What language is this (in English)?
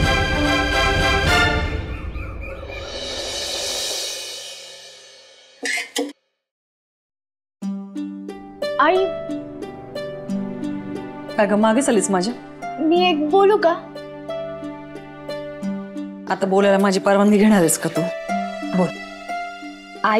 Marathi